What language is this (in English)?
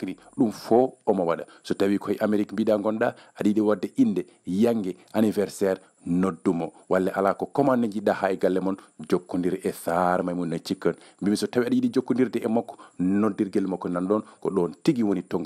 Fula